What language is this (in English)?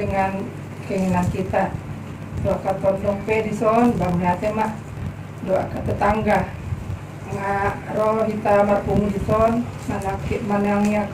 Batak Toba